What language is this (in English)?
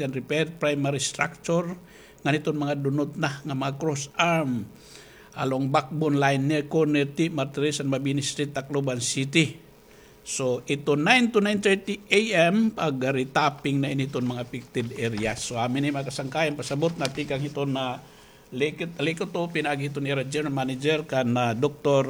Waray